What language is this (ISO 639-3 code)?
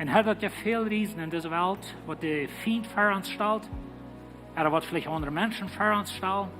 pdt